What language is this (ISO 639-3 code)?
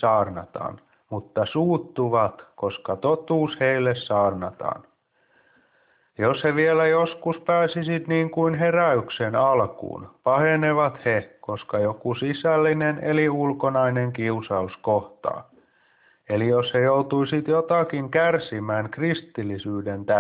fin